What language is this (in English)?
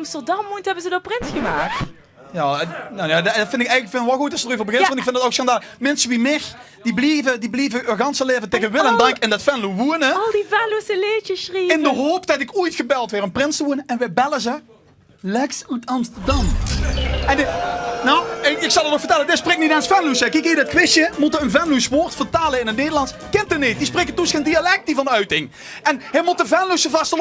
Limburgish